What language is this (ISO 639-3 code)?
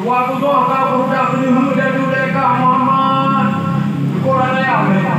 ace